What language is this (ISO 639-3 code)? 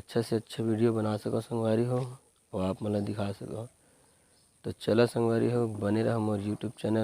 hne